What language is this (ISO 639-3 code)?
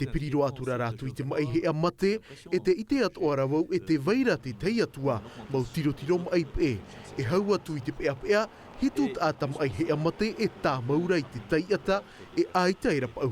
tah